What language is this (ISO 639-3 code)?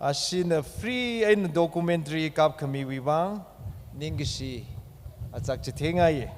nmf